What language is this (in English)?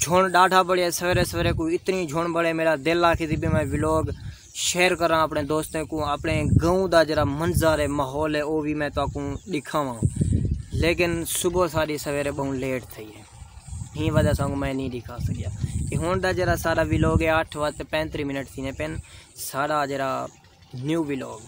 Saraiki